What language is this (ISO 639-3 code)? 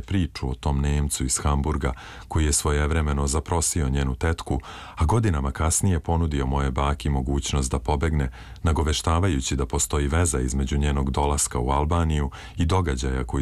srp